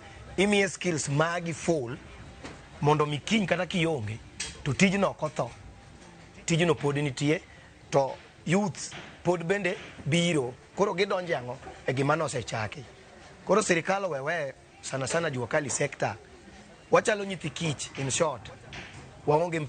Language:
Luo (Kenya and Tanzania)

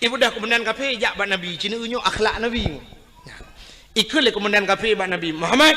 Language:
Achinese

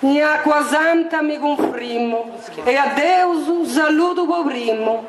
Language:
Sardinian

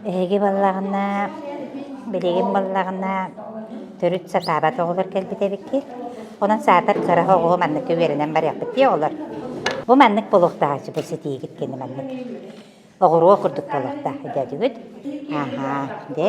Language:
Yakut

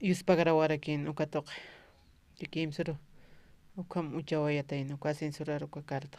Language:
Aymara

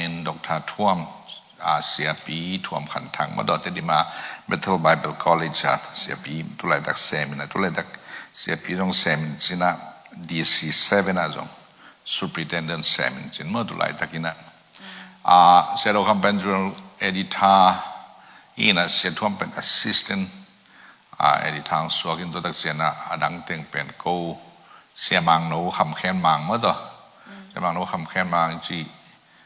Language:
Tedim Chin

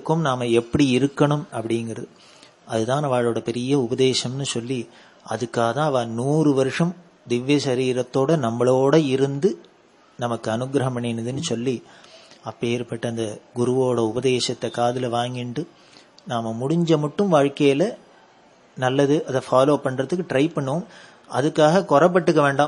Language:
Tamil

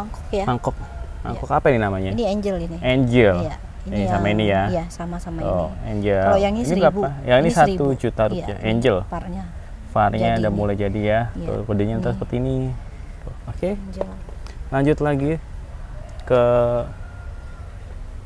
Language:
Indonesian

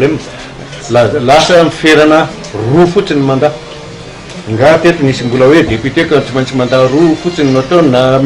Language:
Malagasy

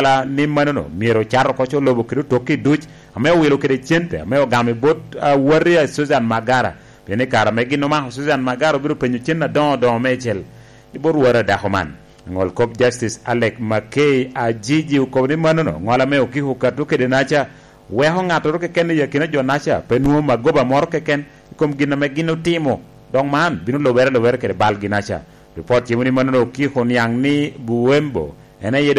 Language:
Lango (Uganda)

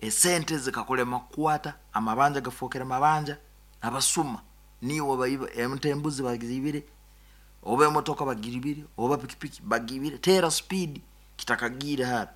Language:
Nyoro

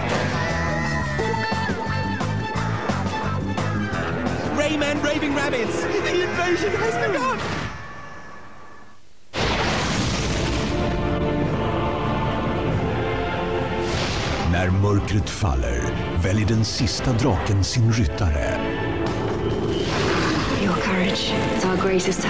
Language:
Swedish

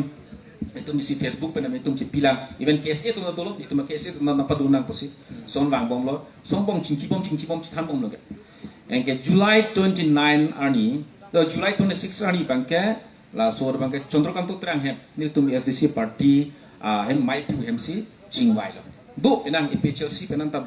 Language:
Karbi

